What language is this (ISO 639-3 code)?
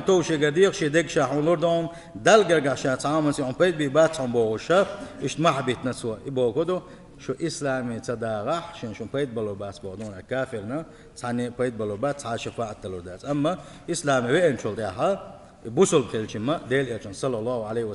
che